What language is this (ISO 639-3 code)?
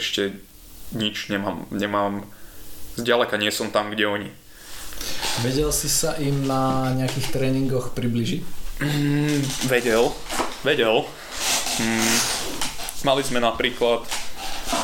slk